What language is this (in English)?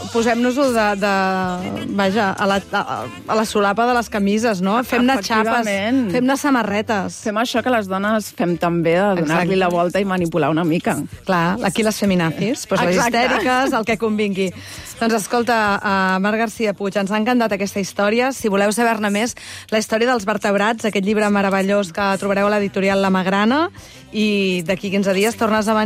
Catalan